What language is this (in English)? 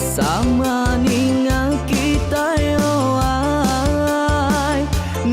Iban